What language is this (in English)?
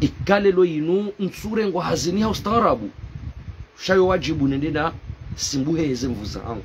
Ngazidja Comorian